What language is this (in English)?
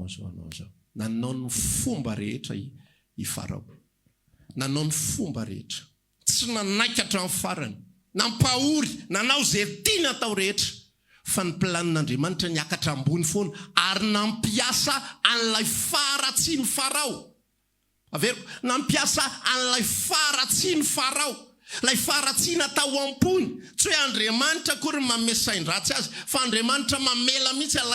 Malagasy